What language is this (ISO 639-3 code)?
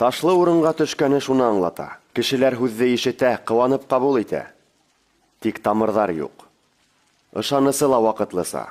bak